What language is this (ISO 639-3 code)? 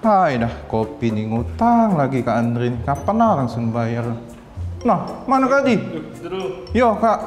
mui